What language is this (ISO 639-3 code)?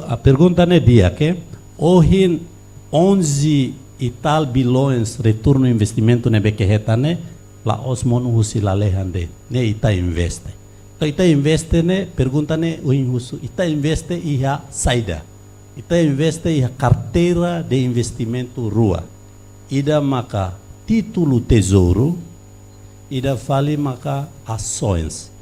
tet